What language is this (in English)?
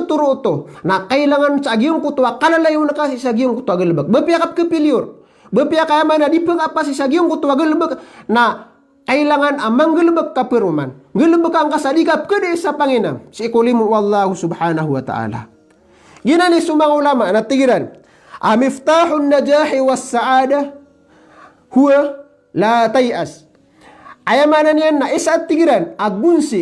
Maranao